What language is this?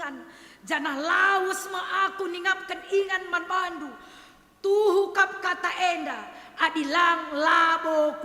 Batak Karo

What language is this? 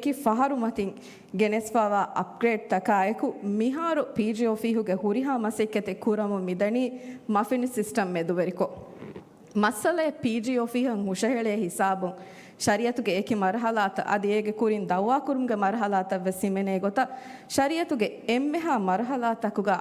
Divehi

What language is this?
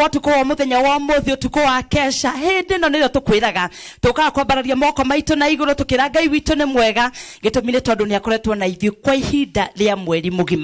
Kikuyu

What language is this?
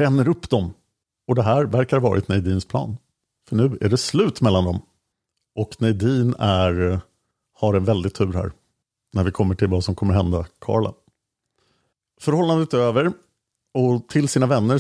Swedish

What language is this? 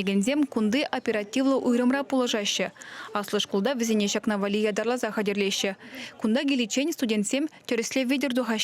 Chuvash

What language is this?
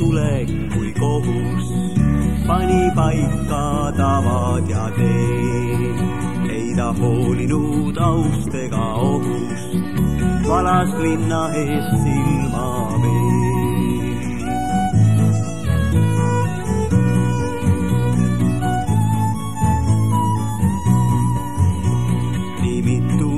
Estonian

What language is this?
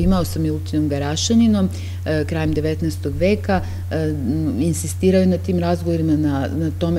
Serbian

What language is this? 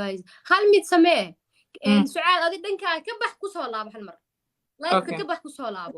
Somali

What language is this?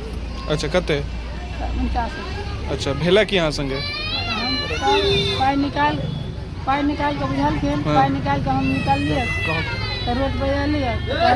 Maithili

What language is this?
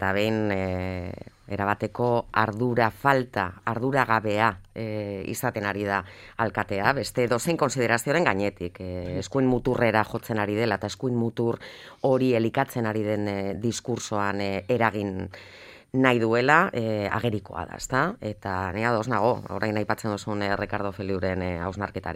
Basque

